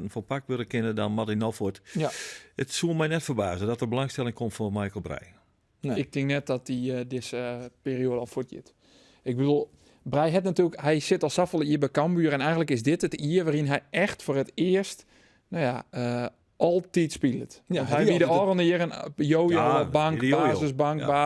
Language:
Western Frisian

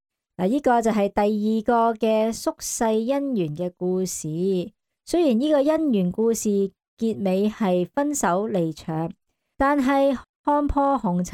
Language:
Cantonese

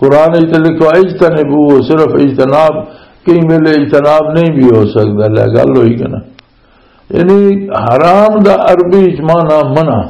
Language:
Western Panjabi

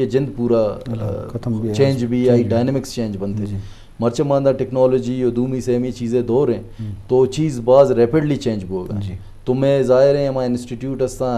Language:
Eastern Balochi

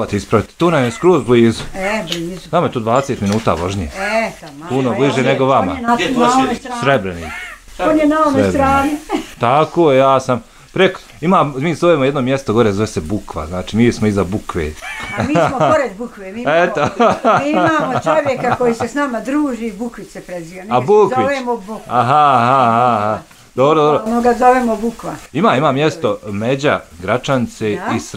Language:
Bosnian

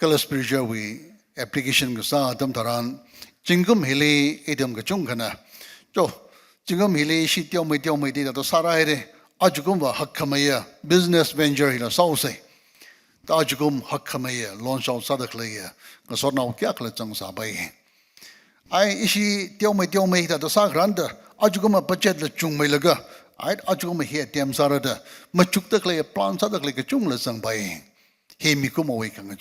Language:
Tangkhul Naga (India)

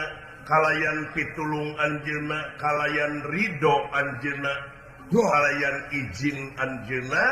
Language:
Sundanese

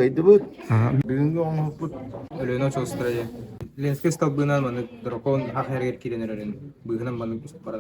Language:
Yakut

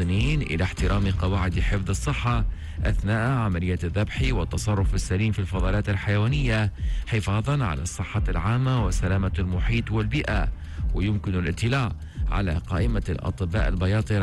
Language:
Tunisian Arabic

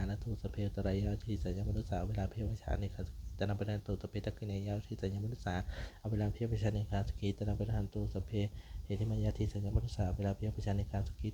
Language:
Pali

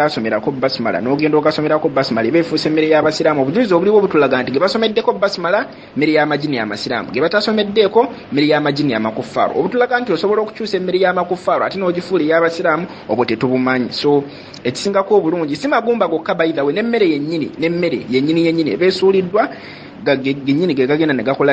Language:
Ganda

